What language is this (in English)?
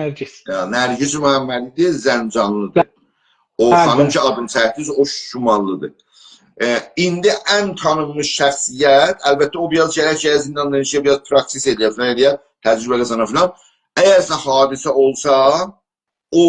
South Azerbaijani